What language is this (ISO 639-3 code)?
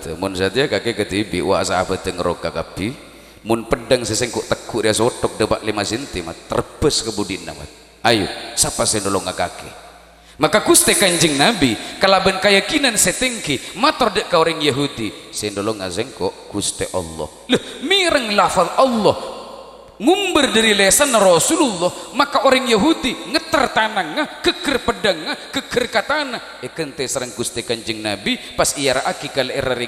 mad